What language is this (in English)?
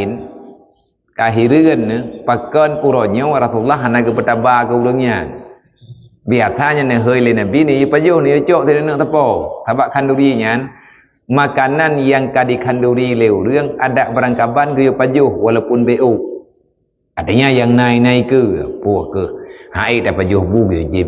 Achinese